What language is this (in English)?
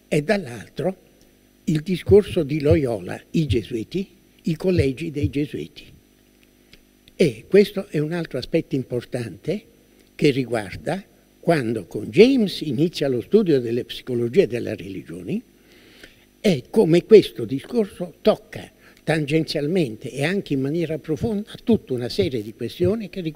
Italian